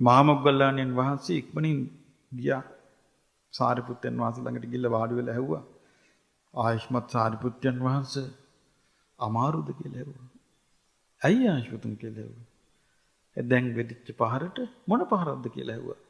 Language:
Sinhala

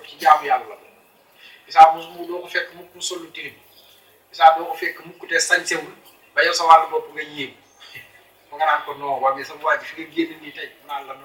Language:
Wolof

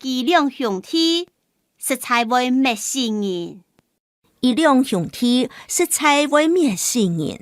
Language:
Hakka Chinese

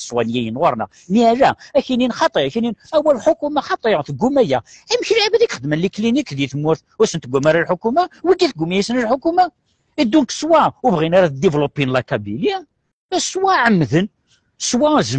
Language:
Kabyle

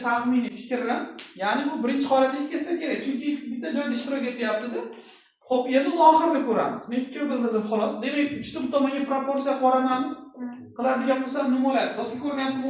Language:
Uzbek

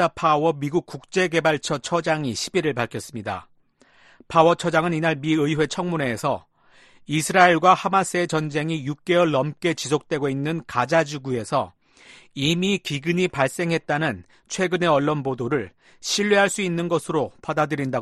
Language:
Korean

